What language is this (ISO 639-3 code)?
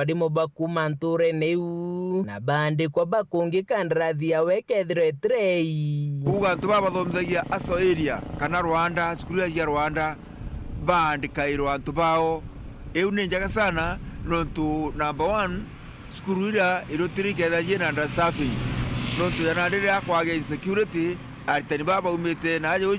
mer